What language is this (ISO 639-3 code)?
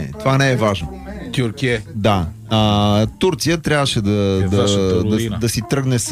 bul